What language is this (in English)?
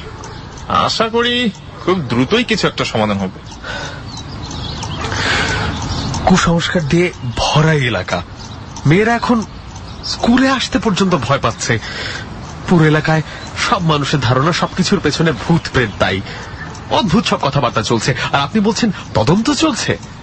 Bangla